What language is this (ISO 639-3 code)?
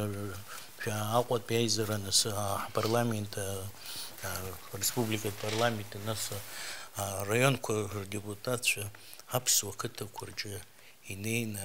abk